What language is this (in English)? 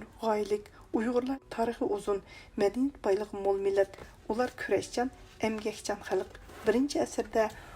Uyghur